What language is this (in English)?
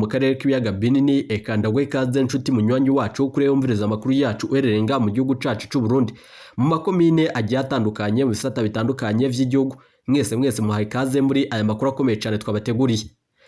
Rundi